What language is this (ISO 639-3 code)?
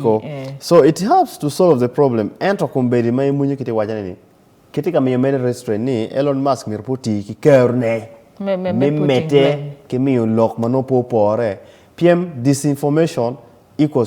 ach